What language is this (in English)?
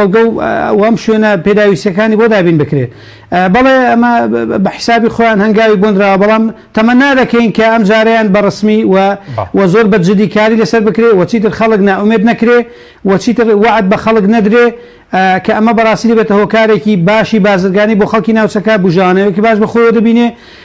Central Kurdish